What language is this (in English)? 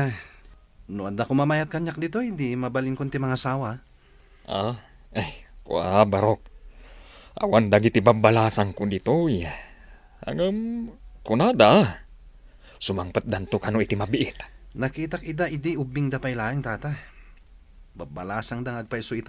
Iloko